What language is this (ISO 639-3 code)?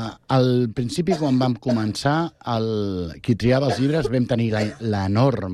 cat